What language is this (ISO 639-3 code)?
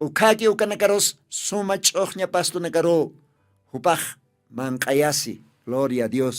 aym